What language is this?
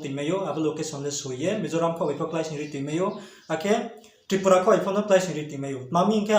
Riang (India)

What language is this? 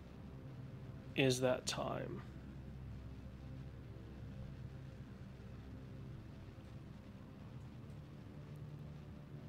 English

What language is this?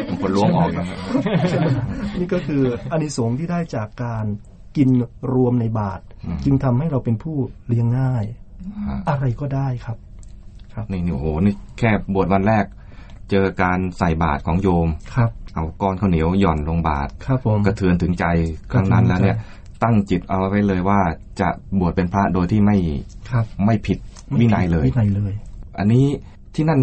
Thai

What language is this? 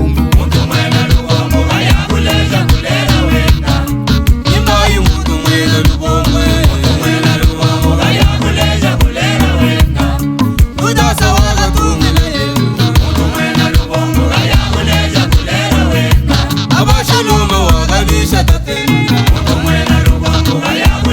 Luba-Lulua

